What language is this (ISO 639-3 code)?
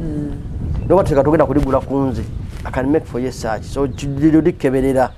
lug